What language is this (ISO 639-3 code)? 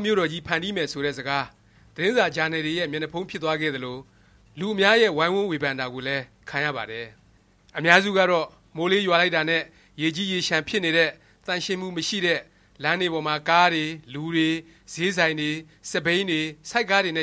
mya